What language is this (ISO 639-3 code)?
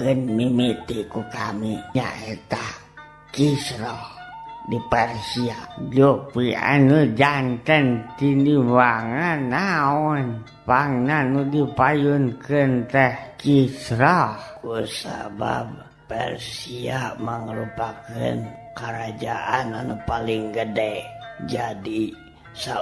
sun